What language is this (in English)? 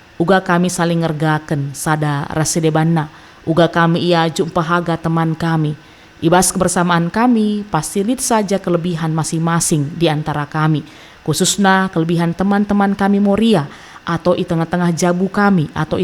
Batak Karo